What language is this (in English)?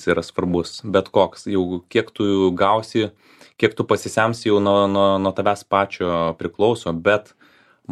Lithuanian